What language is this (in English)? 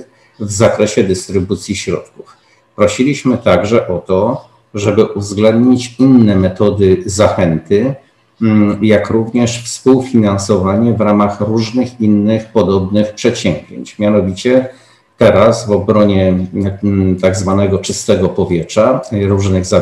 Polish